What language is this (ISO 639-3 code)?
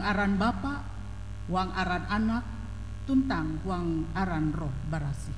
nij